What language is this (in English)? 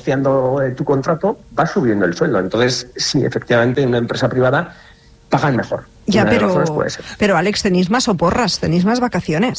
Spanish